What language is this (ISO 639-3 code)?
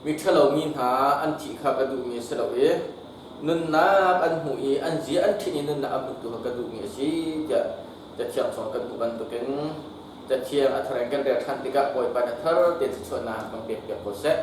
cnh